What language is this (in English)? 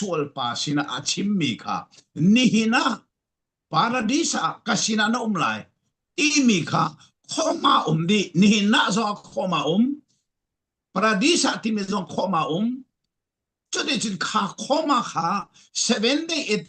Falam Chin